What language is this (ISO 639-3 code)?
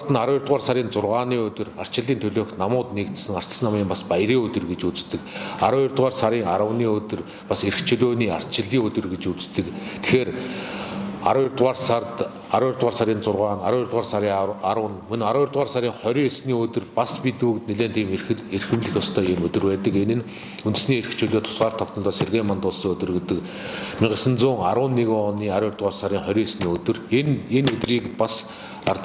mon